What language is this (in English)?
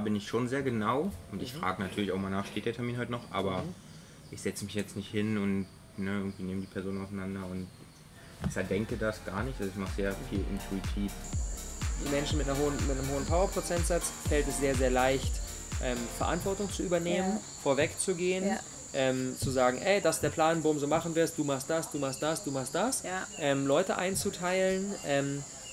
German